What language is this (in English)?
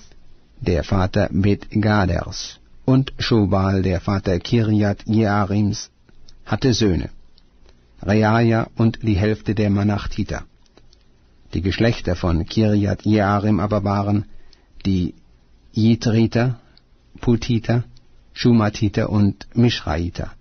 German